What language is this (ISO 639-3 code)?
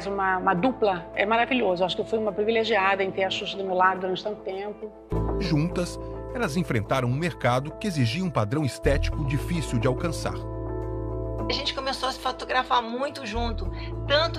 por